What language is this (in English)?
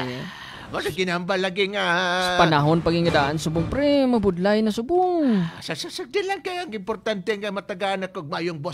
Hiligaynon